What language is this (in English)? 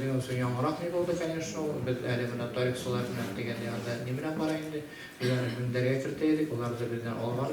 Bashkir